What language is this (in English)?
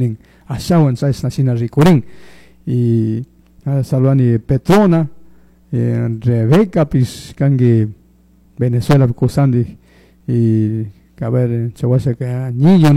Chimborazo Highland Quichua